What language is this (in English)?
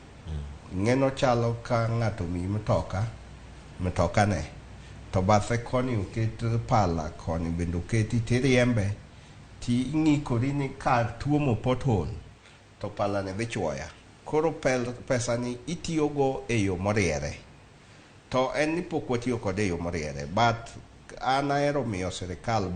Luo (Kenya and Tanzania)